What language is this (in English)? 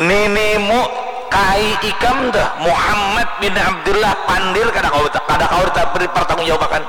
Banjar